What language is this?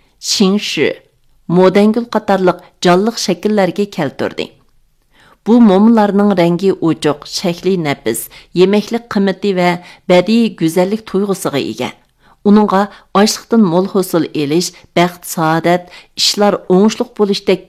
Uyghur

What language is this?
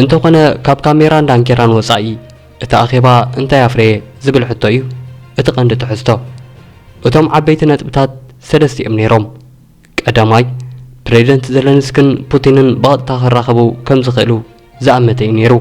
Tigrinya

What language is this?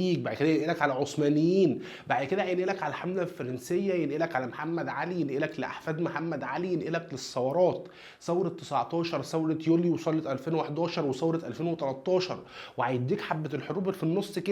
Egyptian Arabic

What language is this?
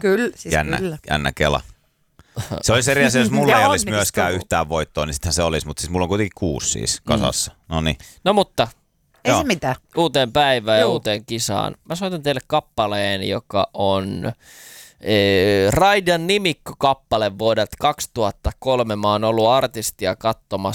Finnish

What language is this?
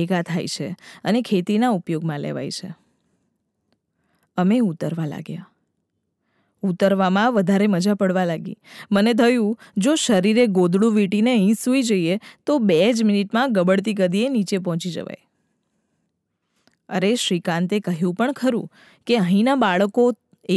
Gujarati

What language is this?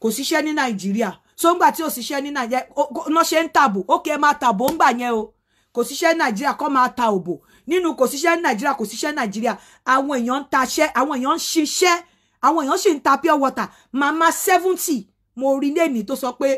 Yoruba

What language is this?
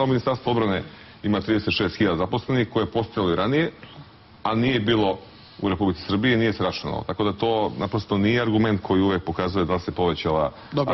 Serbian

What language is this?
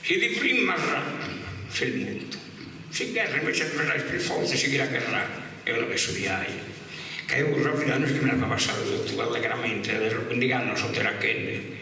Sardinian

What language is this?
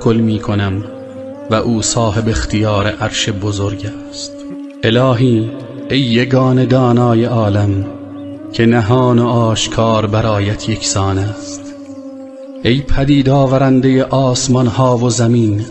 Tajik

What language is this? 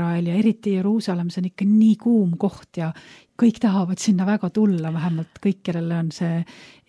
Estonian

